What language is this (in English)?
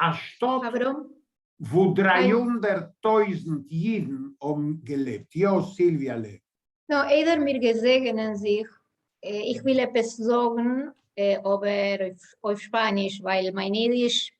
Yiddish